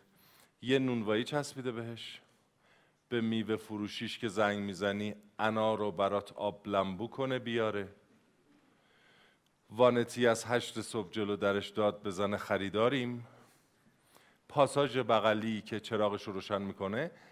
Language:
Persian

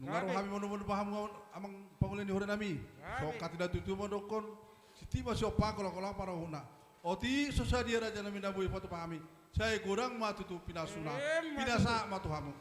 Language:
Batak Toba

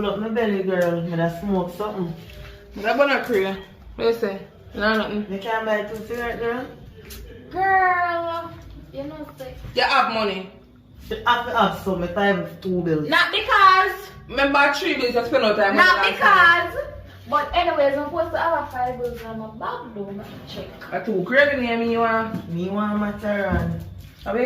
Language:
Jamaican Creole English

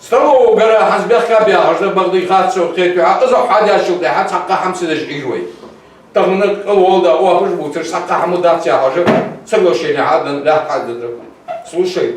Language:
Ingush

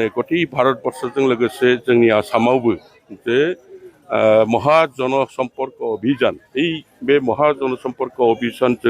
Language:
Bodo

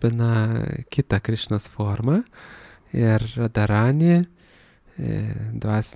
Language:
Lithuanian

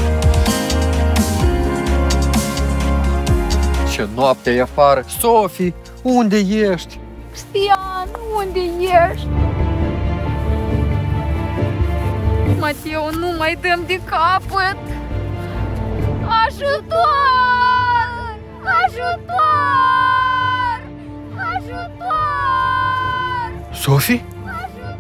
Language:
Romanian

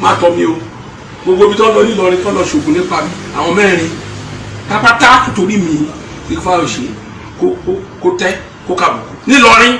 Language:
Yoruba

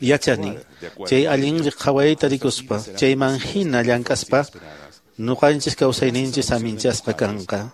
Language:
Quechua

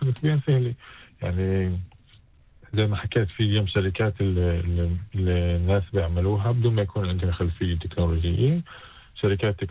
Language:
North Levantine Arabic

